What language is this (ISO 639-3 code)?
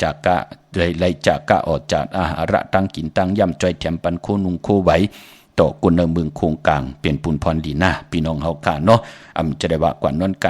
shn